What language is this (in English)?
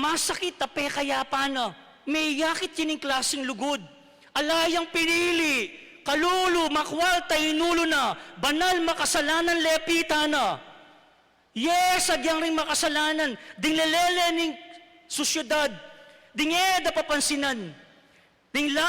Pampanga